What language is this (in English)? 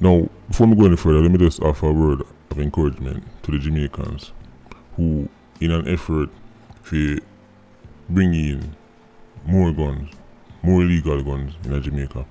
Jamaican Creole English